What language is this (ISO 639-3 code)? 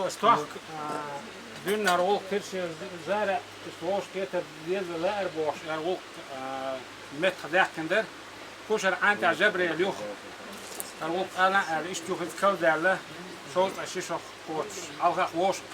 che